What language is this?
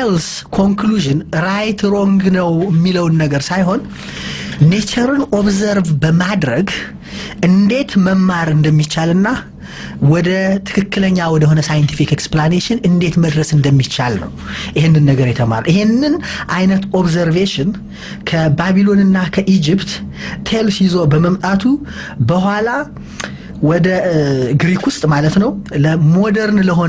Amharic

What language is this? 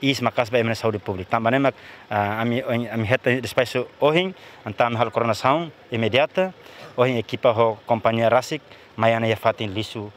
Tetum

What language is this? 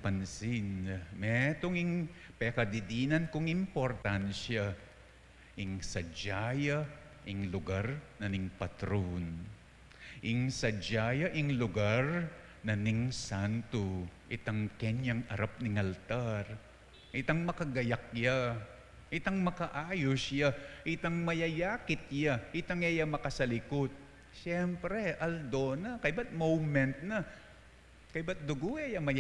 Pampanga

